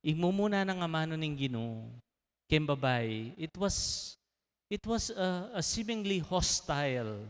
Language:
Pampanga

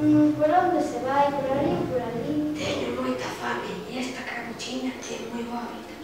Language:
Galician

